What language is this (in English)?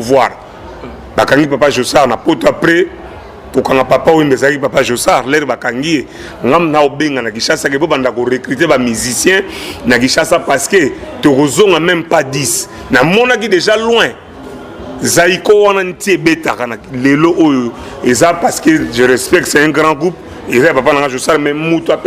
Lingala